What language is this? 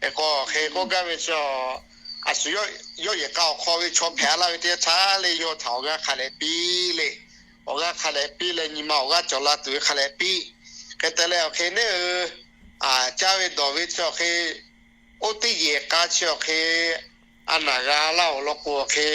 Lahu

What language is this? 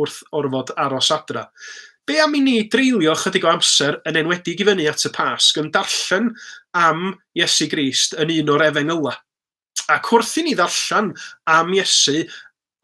Welsh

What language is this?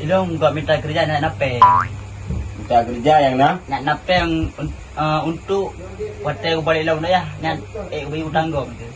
Achinese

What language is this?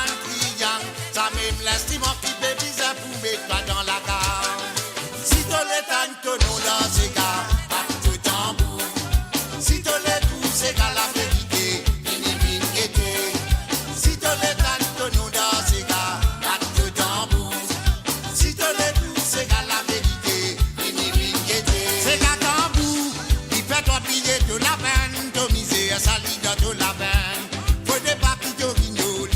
Morisyen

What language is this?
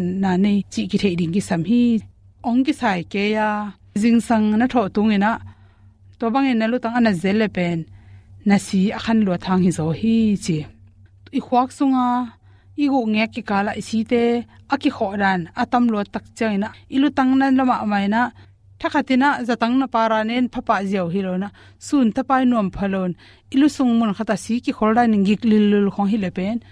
Tedim Chin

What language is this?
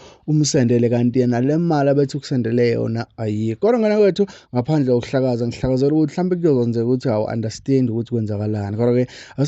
Zulu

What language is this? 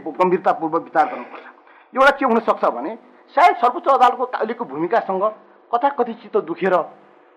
Nepali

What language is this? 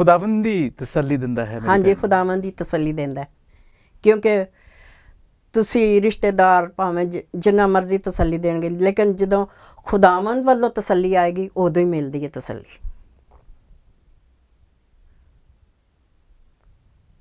Punjabi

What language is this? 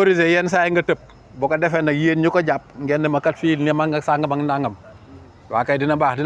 Wolof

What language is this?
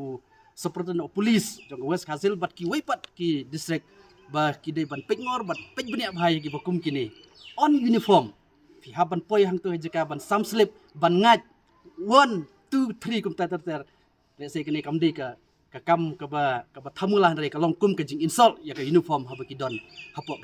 Khasi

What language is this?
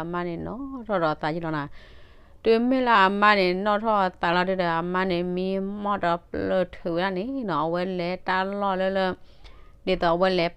S'gaw Karen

